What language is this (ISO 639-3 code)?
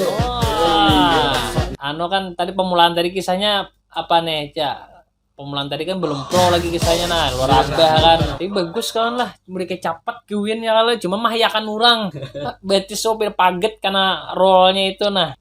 bjn